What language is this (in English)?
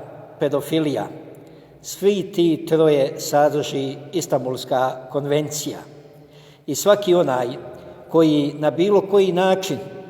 Bosnian